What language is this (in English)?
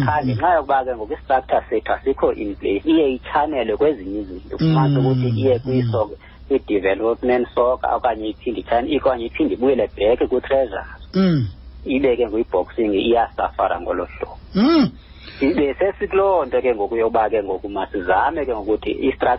Xhosa